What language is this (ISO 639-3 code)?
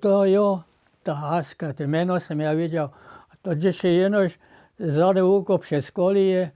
hsb